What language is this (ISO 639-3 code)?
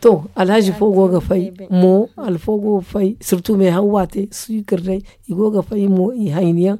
dje